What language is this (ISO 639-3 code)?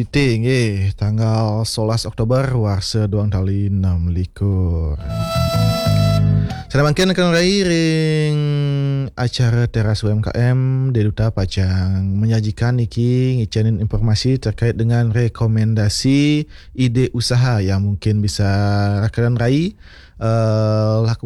ban